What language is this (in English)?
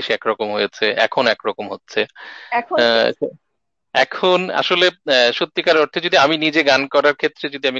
Bangla